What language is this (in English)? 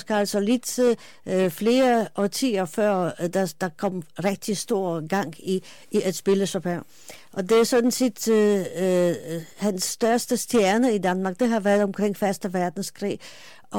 Danish